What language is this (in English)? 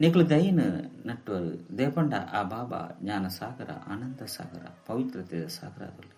Tulu